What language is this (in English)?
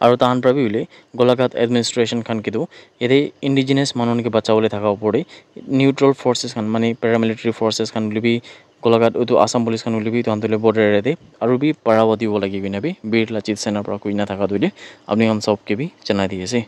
Naga Pidgin